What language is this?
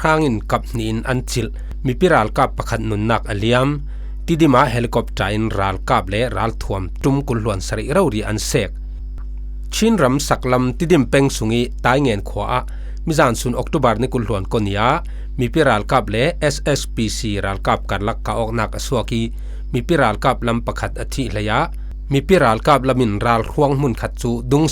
Falam Chin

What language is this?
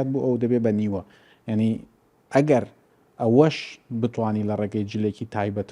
Central Kurdish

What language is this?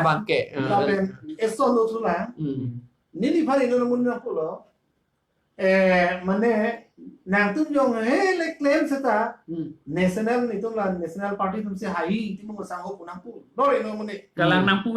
Karbi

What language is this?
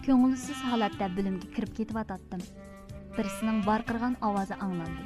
Uyghur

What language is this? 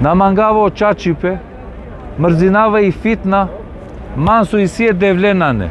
Balkan Romani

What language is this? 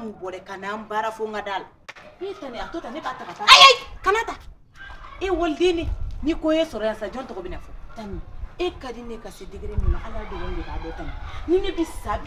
Bambara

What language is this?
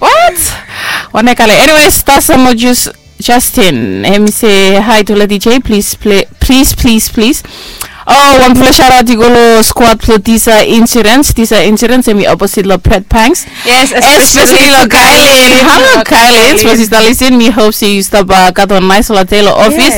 Bislama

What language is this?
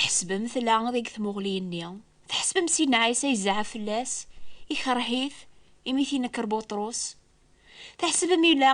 Kabyle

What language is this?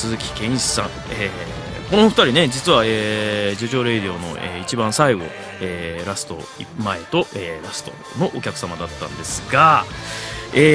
Japanese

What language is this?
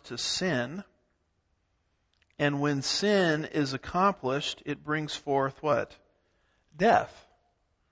English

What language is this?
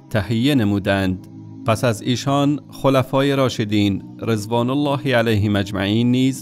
Persian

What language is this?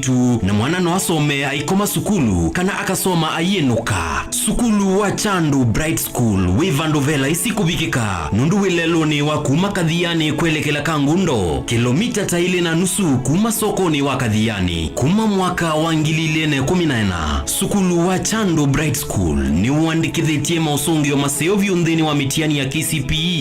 Kamba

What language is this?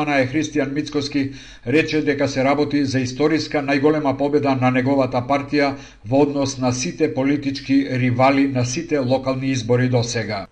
Macedonian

